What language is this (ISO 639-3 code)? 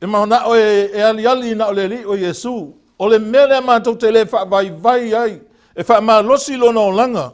smo